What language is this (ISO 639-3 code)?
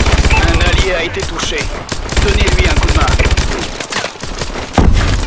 fra